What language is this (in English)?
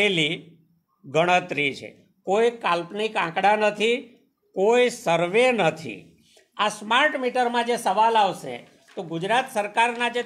Gujarati